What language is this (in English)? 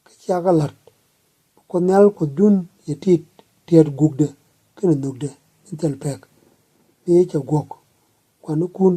Nuer